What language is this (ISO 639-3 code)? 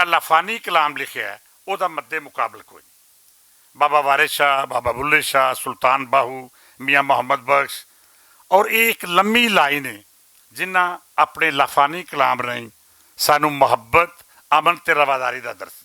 lah